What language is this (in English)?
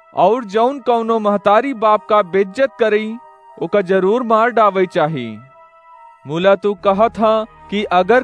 Awadhi